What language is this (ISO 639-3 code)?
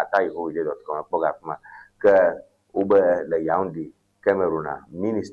ewe